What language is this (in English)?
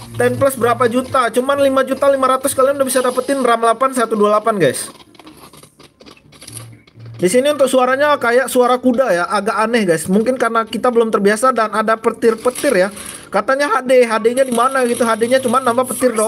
Indonesian